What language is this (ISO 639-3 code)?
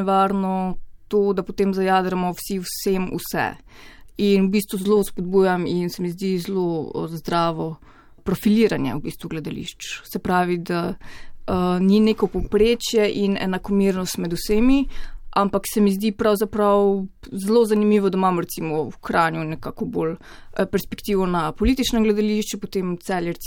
slv